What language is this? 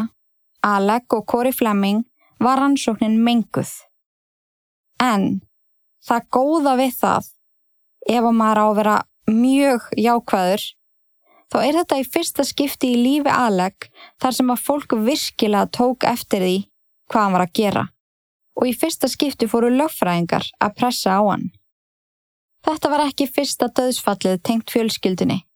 Icelandic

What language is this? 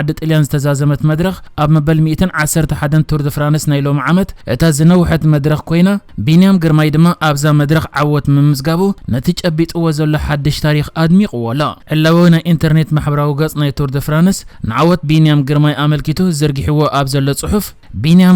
Tigrinya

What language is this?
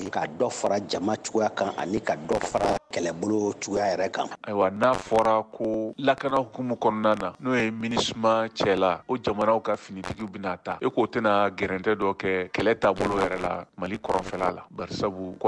Bambara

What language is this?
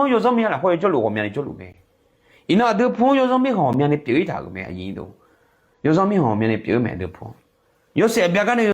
Akha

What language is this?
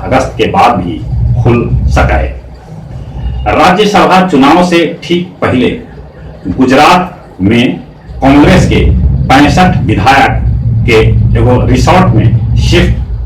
Magahi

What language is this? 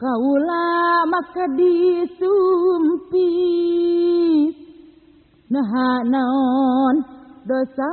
Sundanese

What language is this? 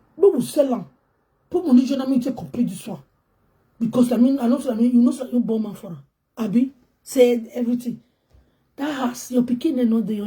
Nigerian Pidgin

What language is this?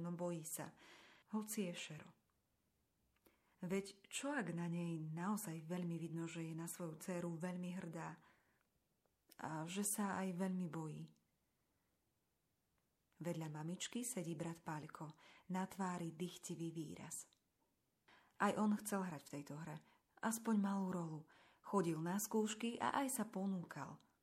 Slovak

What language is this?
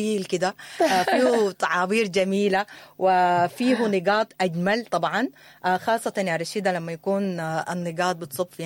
Sudanese Arabic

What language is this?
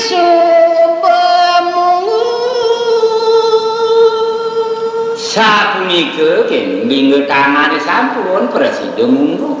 Balinese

